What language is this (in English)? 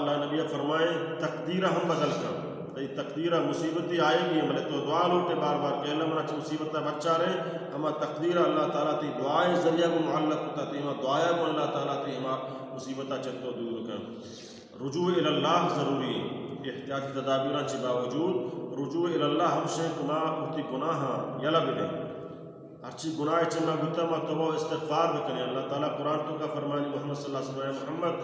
Baluchi